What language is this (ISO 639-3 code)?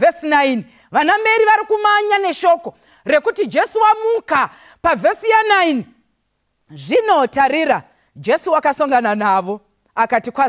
sna